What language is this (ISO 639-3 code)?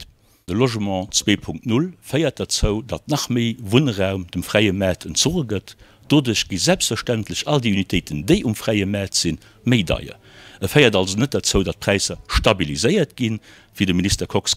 ltz